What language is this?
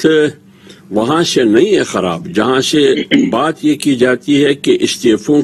Urdu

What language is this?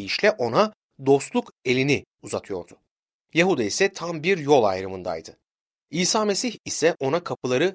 Turkish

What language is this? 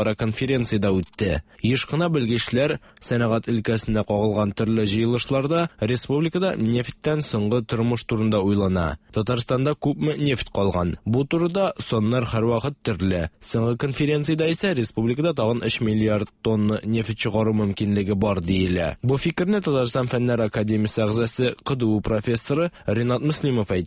Tatar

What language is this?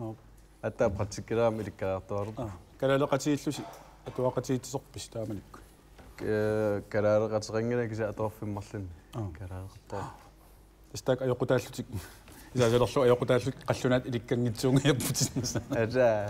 Kalaallisut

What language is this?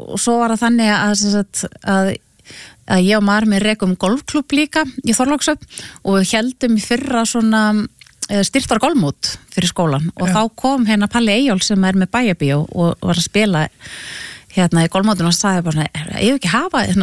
Icelandic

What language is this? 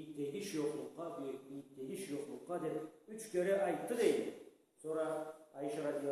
Karachay-Balkar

